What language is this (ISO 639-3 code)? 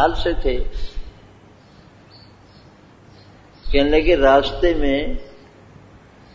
urd